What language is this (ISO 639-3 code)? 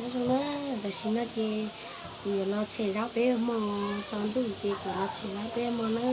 hmn